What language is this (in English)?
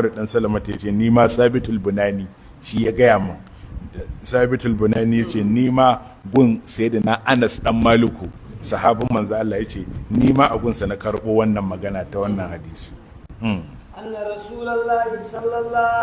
Hausa